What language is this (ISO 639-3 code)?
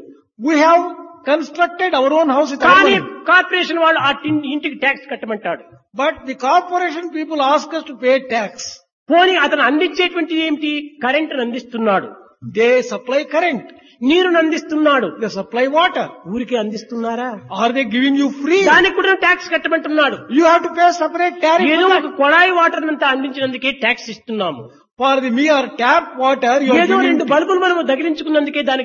tel